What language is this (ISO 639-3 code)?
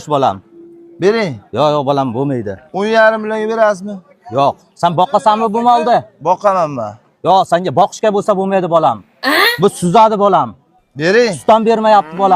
uzb